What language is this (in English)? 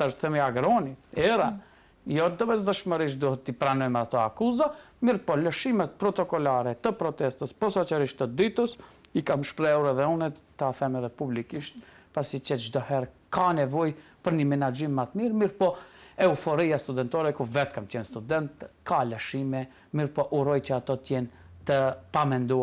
Albanian